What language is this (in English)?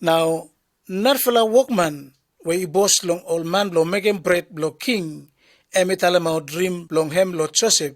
Bislama